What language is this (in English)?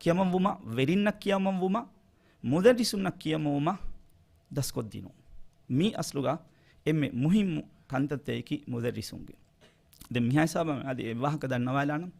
Divehi